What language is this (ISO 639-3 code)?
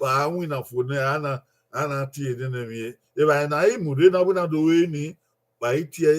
bin